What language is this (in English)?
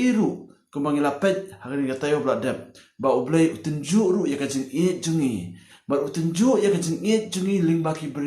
Khasi